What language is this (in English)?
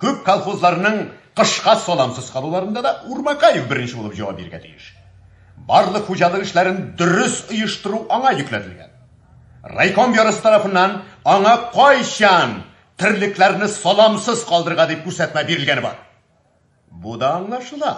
Tatar